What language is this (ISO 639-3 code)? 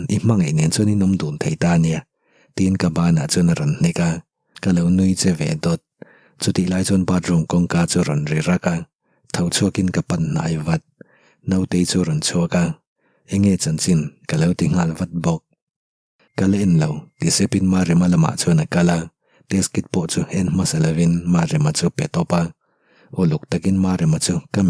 lus